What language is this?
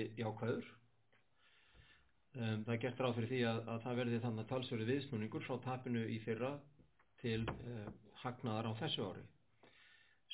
Icelandic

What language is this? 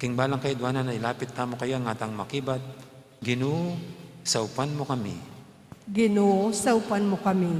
Pampanga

